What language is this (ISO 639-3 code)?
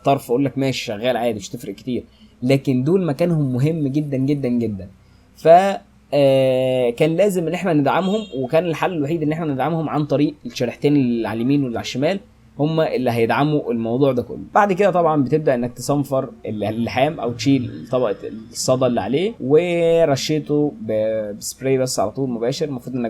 arz